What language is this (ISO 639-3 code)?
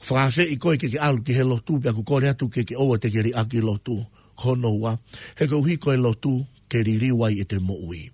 ton